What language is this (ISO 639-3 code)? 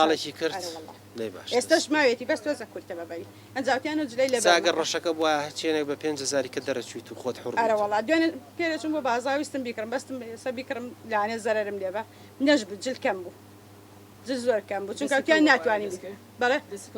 ckb